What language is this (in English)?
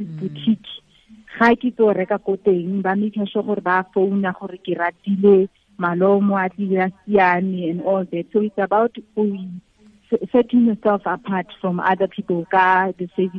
Tswana